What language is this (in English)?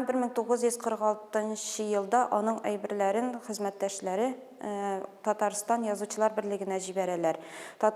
Tatar